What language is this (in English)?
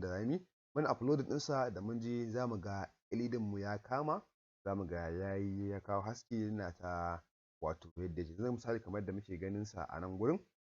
Hausa